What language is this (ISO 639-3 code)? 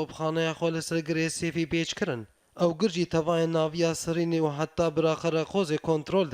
kur